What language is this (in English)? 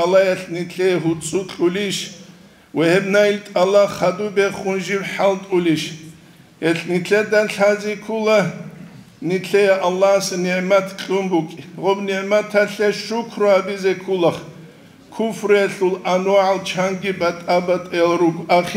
Avaric